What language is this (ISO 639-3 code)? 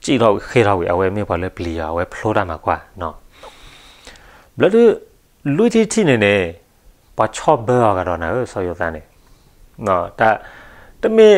ksw